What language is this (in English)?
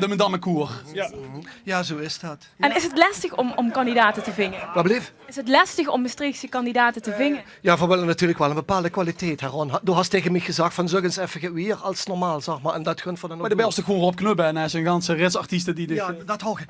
Limburgish